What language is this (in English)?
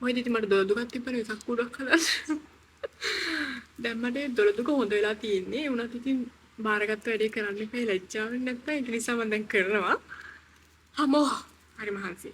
Sinhala